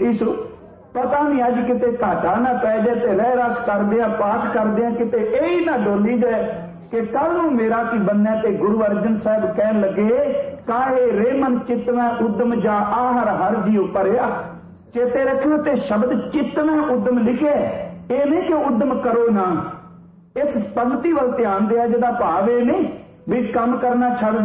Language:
Punjabi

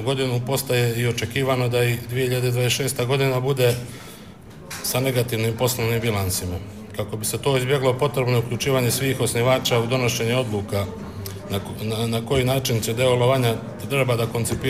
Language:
Bosnian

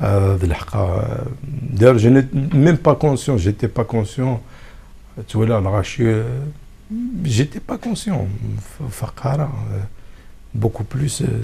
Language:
Kabyle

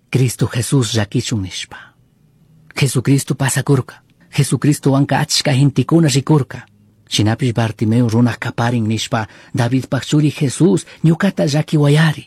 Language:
Chimborazo Highland Quichua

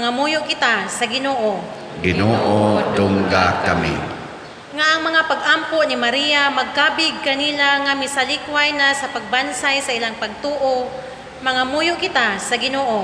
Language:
Cebuano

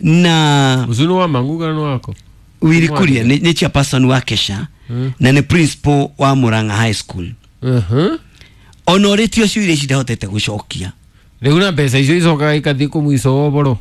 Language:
Kikuyu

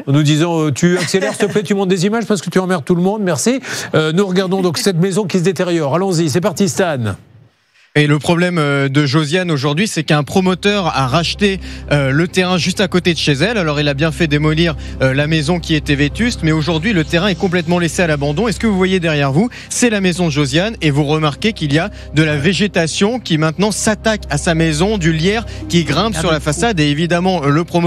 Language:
French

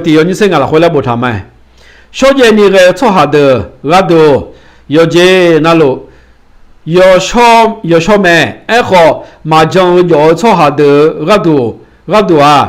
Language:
Akha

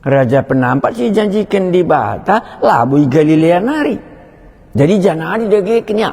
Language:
Batak Karo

